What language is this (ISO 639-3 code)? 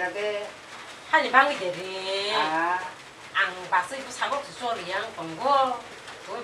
trp